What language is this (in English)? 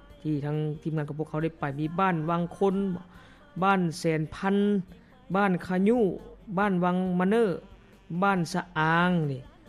Lao